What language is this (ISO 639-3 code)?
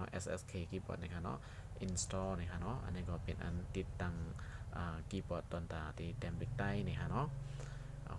shn